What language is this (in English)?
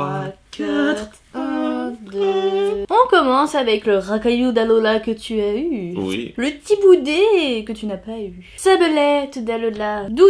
French